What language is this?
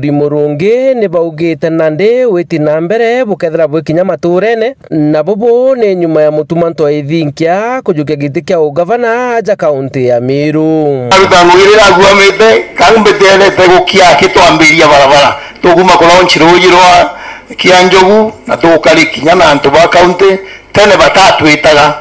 Meru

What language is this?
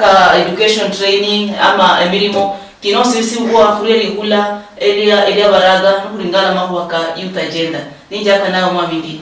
Luyia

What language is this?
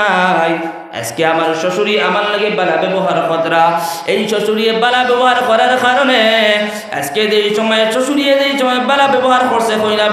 Sylheti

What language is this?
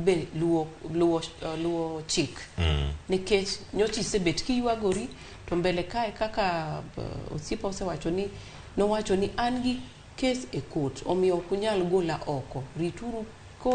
Luo (Kenya and Tanzania)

